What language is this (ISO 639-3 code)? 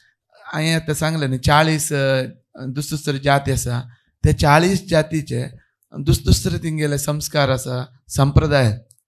kok